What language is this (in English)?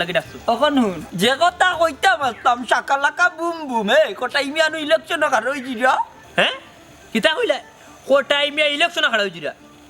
Sylheti